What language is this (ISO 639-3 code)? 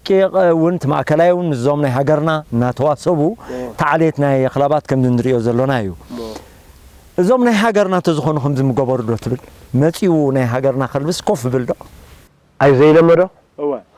tir